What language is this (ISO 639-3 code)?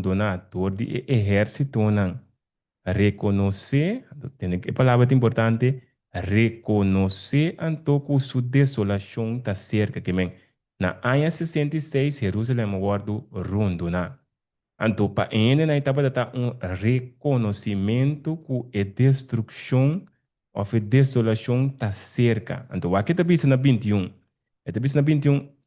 pap